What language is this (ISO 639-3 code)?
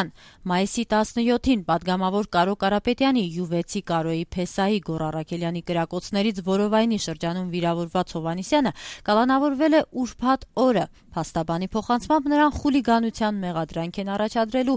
hye